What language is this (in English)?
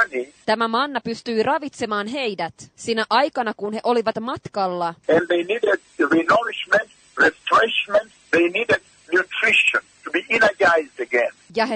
Finnish